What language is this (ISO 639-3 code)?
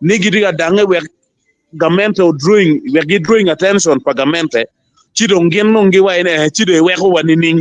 ach